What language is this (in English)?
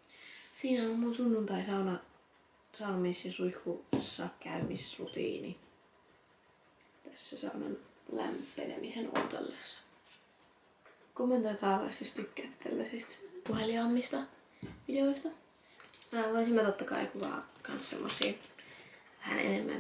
Finnish